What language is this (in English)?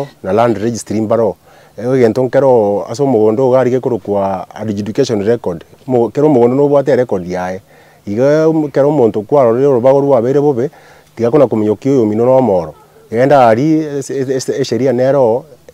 Gusii